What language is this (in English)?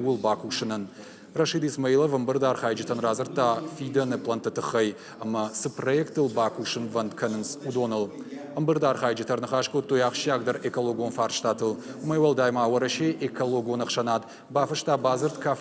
Ossetic